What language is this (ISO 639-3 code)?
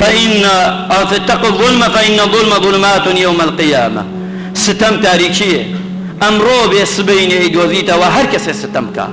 ckb